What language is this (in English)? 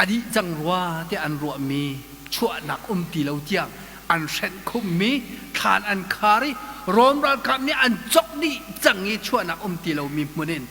Hakha Chin